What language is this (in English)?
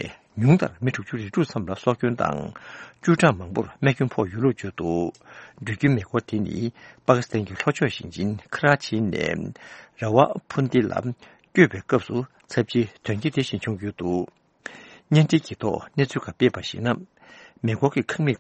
Tibetan